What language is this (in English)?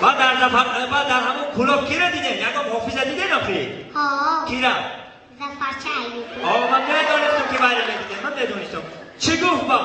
Tajik